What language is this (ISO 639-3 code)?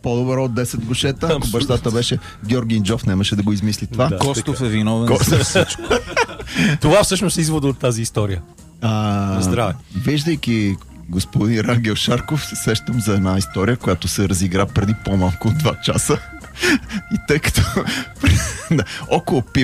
bul